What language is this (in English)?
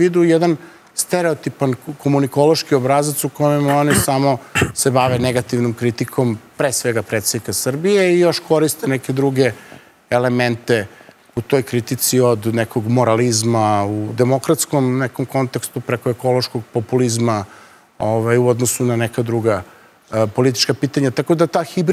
Serbian